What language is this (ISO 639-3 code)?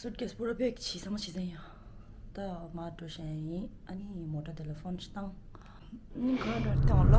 bod